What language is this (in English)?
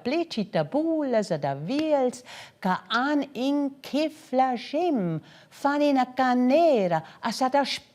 Romansh